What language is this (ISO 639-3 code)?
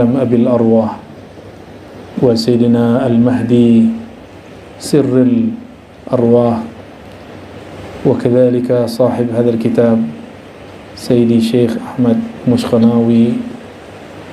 ind